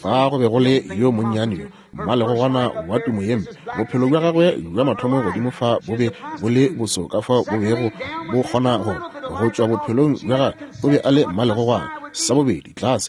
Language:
Northern Sotho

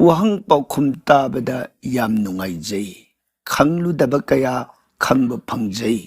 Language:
Manipuri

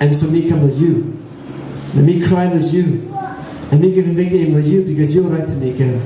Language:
Tok Pisin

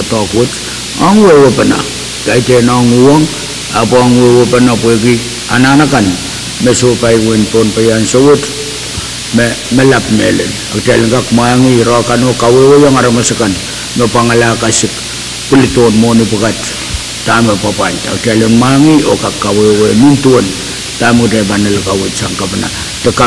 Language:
Pohnpeian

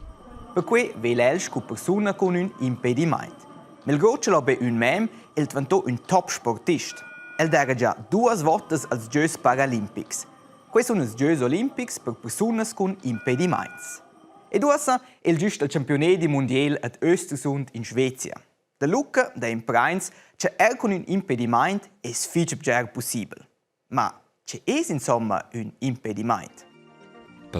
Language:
Romansh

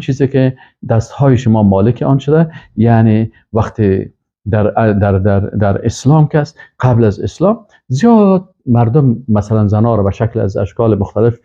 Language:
Persian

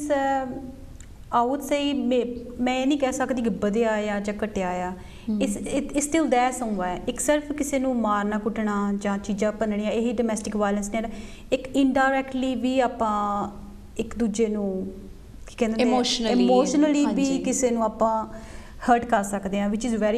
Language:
Punjabi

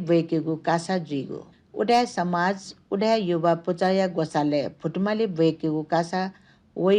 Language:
Newari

